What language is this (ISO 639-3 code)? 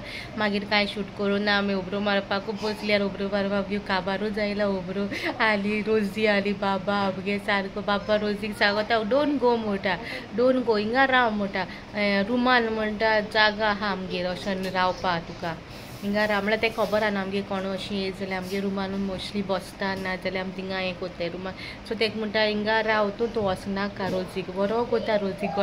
kok